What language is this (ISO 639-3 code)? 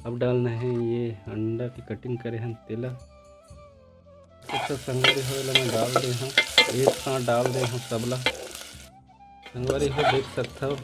hne